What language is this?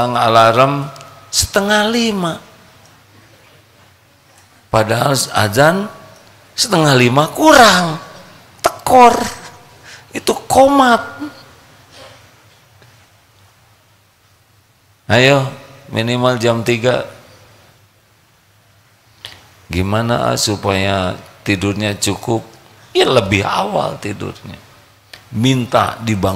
Indonesian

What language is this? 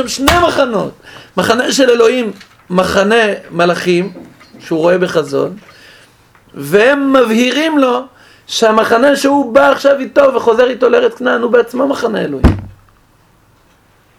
Hebrew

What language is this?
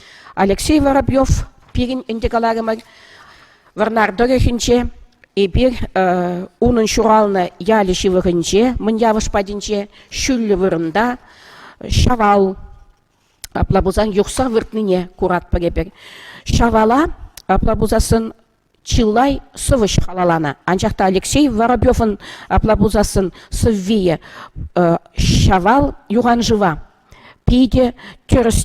Chuvash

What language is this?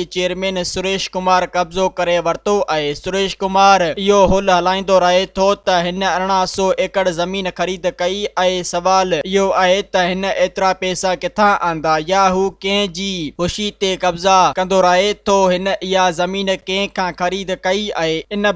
Sindhi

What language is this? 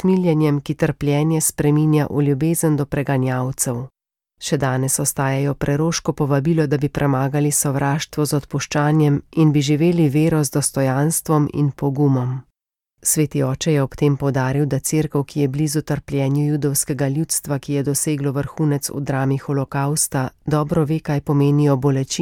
Slovenian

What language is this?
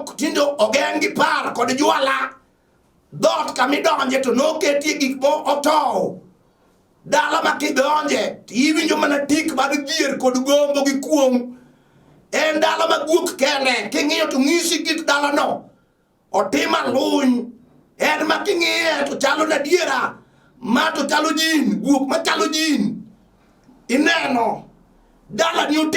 Luo (Kenya and Tanzania)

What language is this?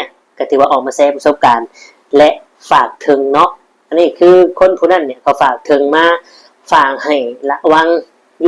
Lao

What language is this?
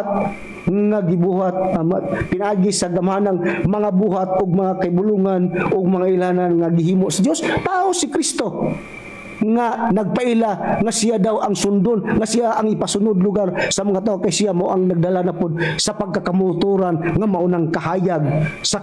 Cebuano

